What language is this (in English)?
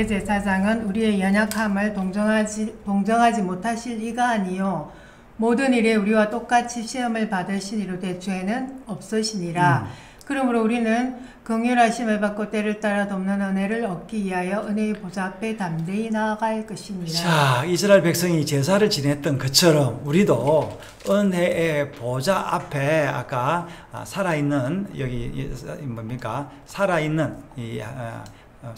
Korean